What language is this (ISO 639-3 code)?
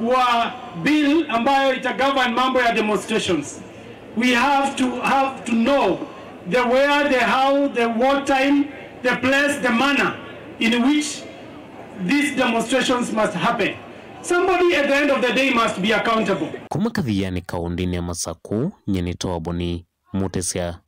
kam